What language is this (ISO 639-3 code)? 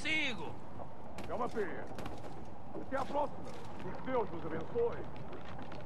por